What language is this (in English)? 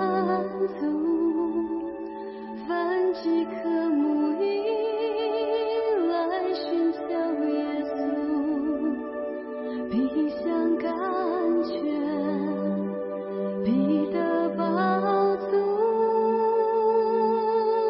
Chinese